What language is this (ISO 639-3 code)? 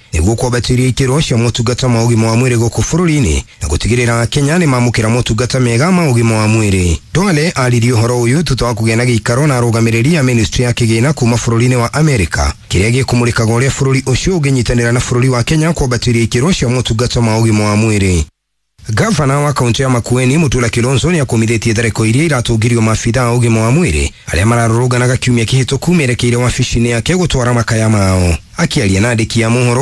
kik